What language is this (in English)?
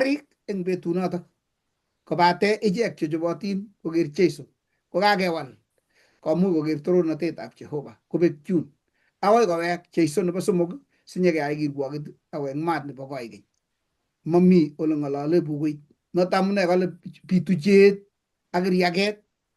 Kalenjin